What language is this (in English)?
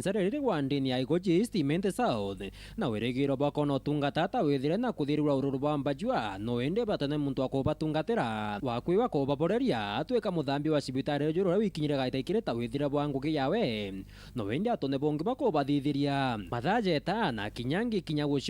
Meru